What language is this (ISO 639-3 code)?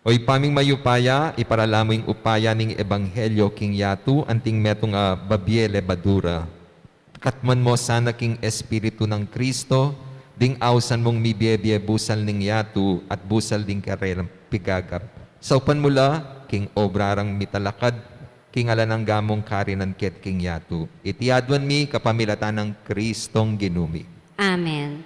pam